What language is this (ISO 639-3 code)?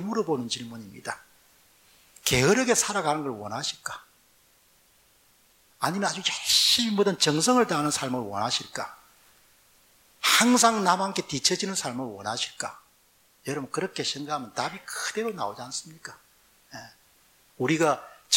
kor